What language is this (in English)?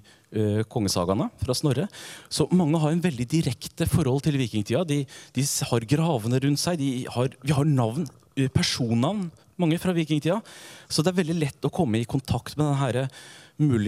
Norwegian